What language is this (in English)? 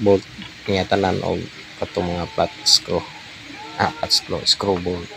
Cebuano